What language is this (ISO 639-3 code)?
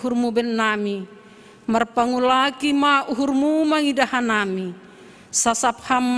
bts